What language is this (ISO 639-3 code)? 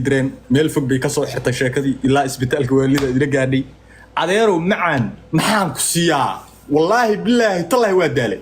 som